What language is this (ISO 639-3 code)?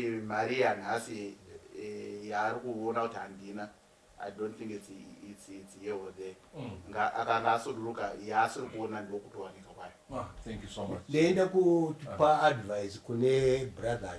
sna